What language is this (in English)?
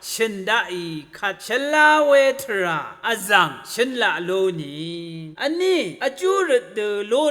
Rawang